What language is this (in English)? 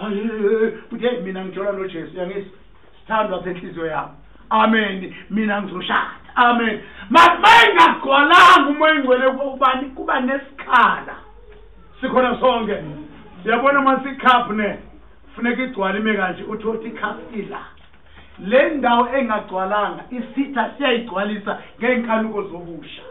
Zulu